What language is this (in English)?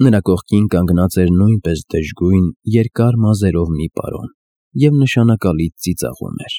Armenian